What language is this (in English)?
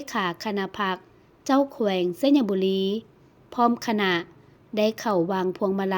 Lao